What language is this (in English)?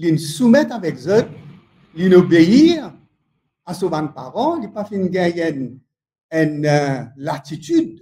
Morisyen